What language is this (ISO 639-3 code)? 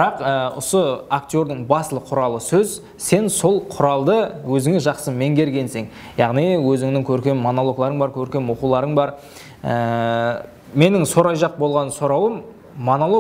kaa